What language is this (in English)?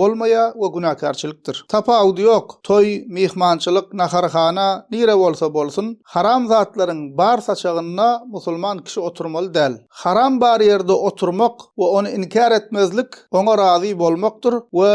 Turkmen